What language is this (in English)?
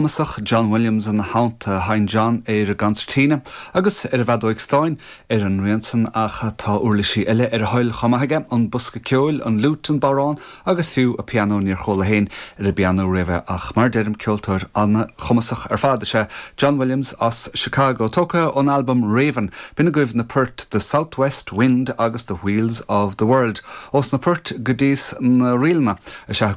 Irish